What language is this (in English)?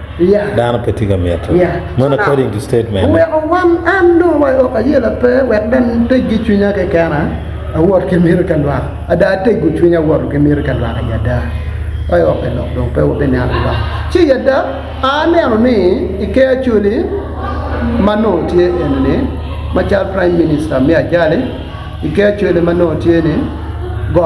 Acoli